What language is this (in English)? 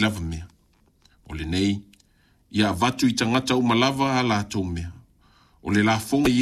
Samoan